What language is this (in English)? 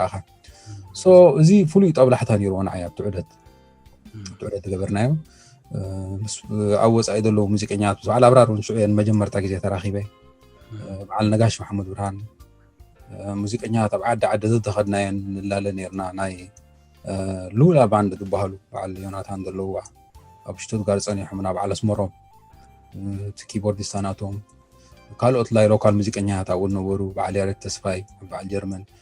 Tigrinya